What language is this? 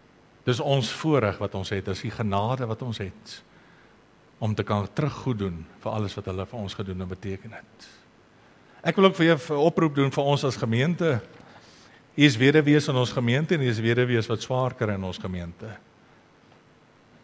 Afrikaans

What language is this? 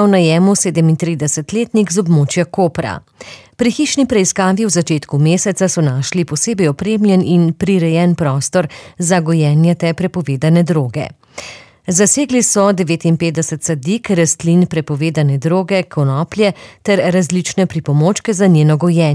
Slovenian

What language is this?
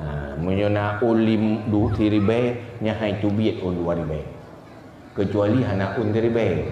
Achinese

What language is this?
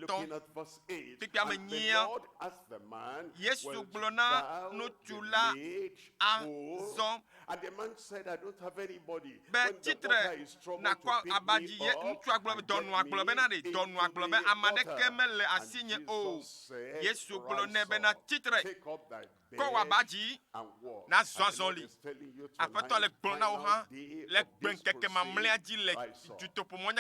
Ewe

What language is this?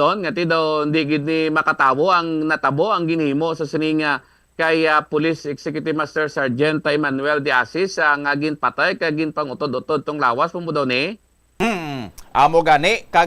Hiligaynon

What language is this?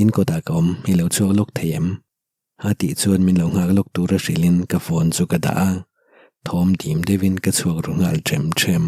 Mizo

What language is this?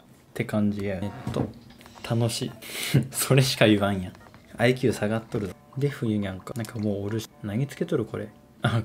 Japanese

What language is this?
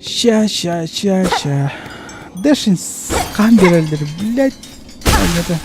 Yakut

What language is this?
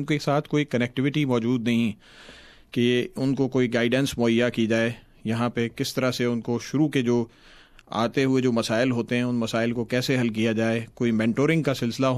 Urdu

